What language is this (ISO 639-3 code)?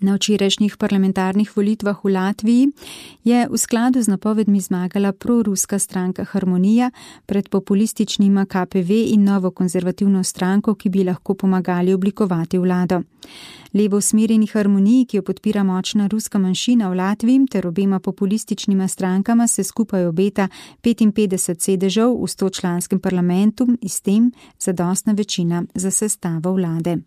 slv